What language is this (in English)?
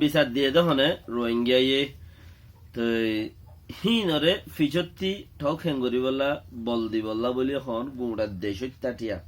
Rohingya